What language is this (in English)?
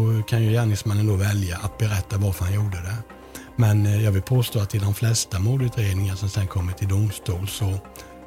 Swedish